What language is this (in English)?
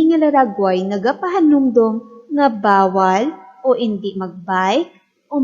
Hiligaynon